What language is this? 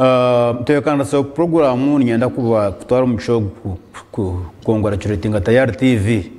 Nyankole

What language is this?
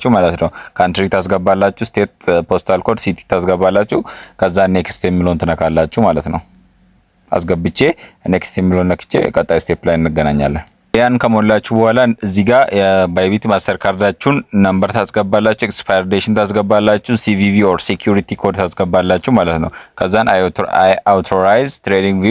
Amharic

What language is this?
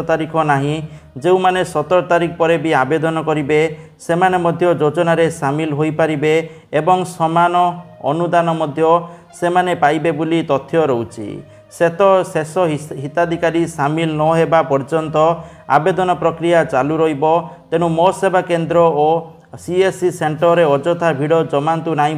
Odia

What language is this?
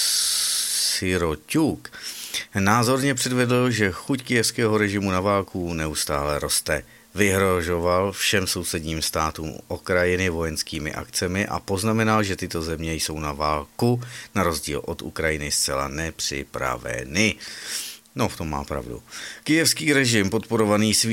Czech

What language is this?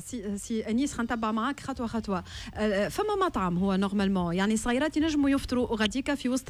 Tunisian Arabic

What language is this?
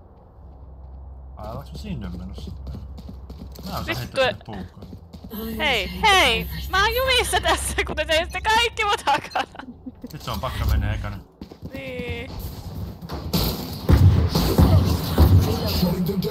Finnish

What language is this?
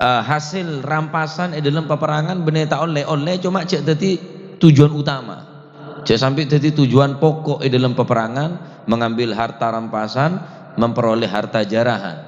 Madurese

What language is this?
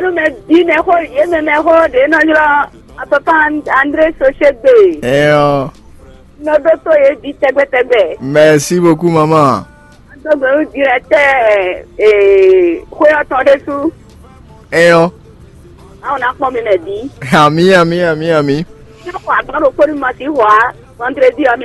Fon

